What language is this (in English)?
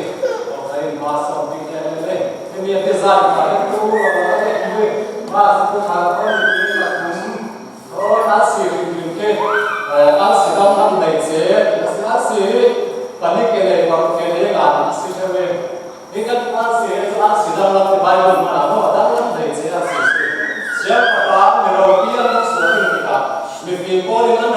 Falam Chin